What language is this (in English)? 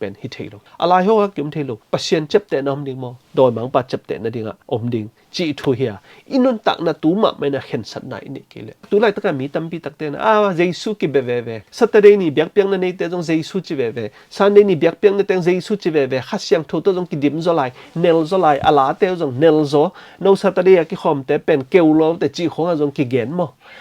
Tedim Chin